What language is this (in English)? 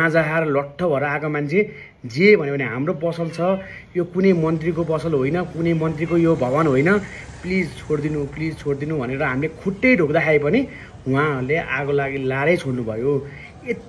Nepali